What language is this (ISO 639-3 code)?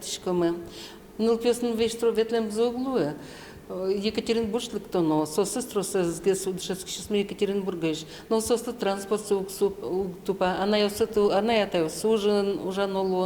udm